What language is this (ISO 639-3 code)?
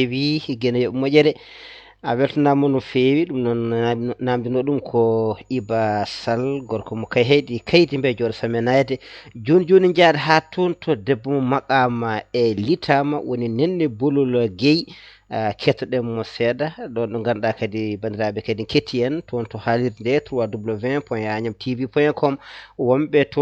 ful